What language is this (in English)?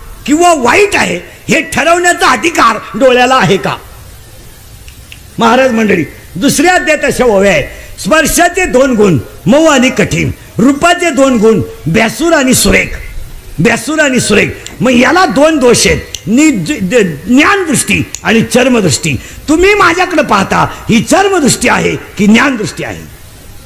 Marathi